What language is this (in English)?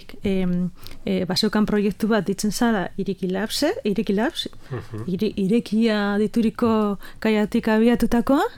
Basque